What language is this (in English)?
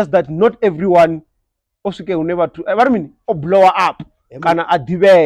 Venda